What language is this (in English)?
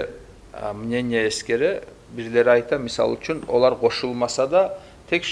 Kumyk